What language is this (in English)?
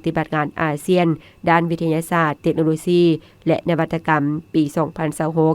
Lao